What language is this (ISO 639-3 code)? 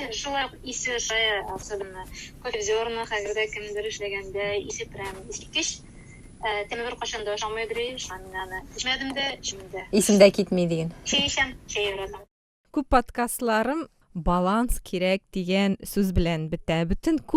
tat